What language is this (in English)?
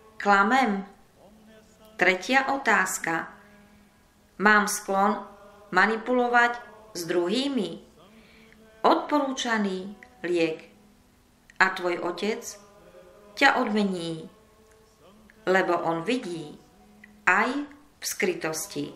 Slovak